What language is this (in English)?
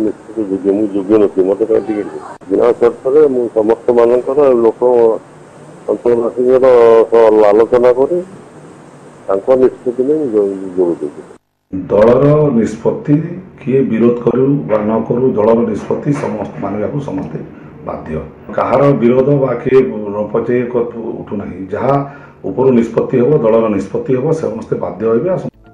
Odia